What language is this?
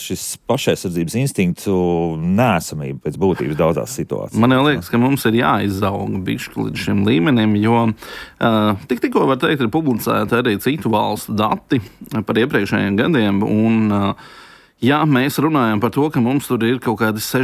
Latvian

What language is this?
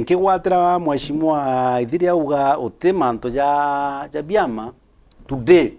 Meru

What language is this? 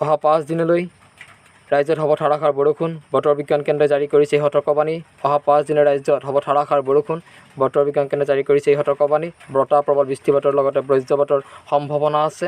Assamese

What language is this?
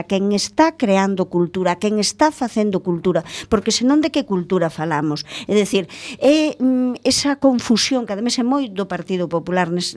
Galician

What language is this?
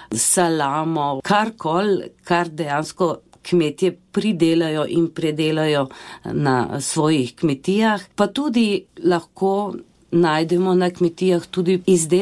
Slovenian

